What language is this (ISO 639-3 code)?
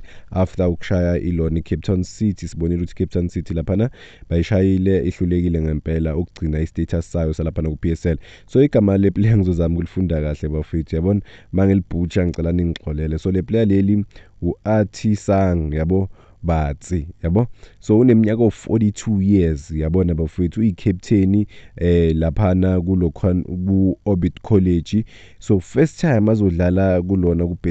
zul